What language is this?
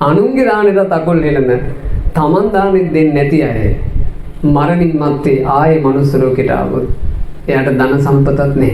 Sinhala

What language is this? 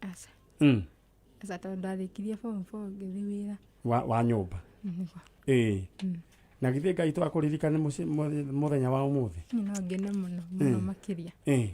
Kikuyu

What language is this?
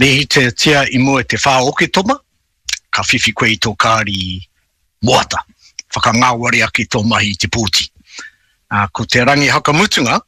Māori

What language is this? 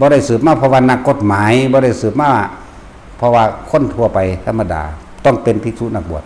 Lao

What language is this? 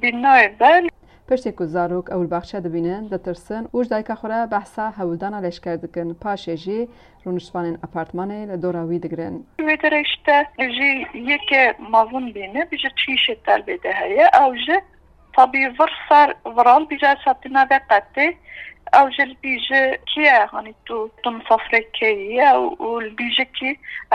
Kurdish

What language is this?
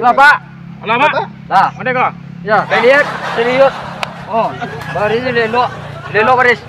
Minangkabau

